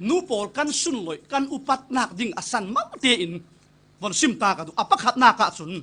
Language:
Falam Chin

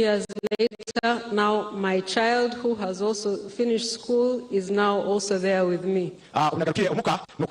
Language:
Nyankole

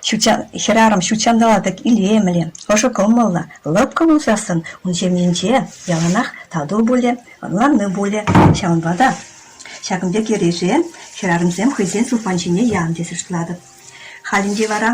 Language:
Chuvash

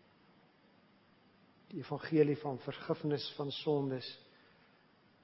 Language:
Afrikaans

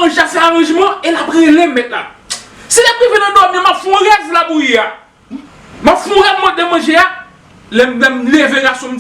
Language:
Haitian Creole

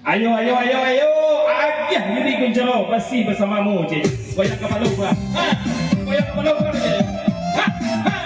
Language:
Minangkabau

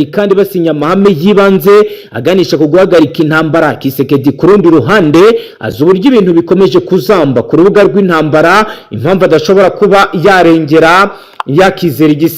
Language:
Kinyarwanda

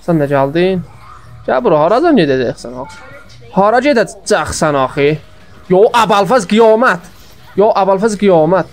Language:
South Azerbaijani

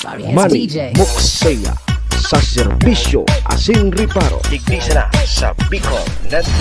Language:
Bikol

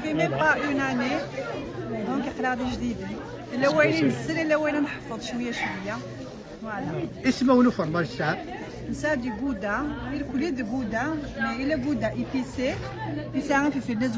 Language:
Kabyle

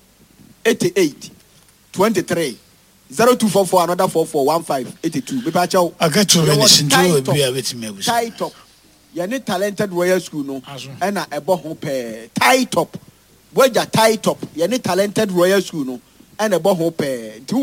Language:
Akan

